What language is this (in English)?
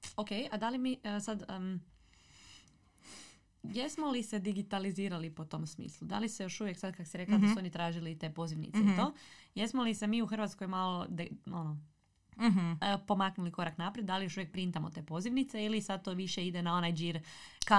Croatian